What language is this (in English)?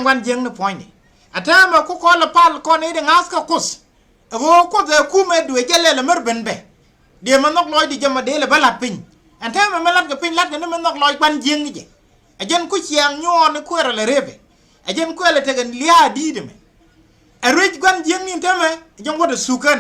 Nuer